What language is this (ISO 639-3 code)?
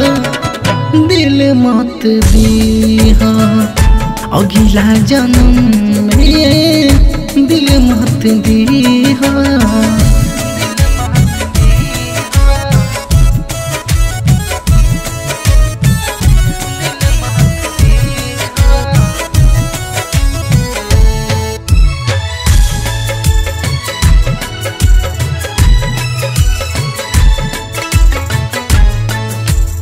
bho